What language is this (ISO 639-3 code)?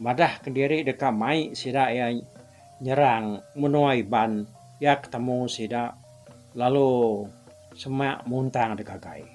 iba